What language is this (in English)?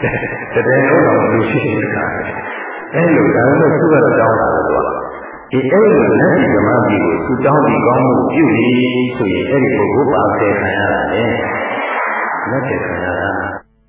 Burmese